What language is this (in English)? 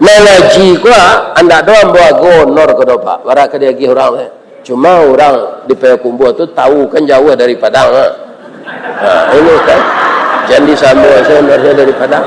Minangkabau